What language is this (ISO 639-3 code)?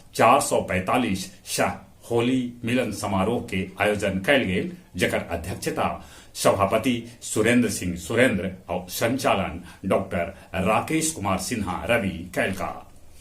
mag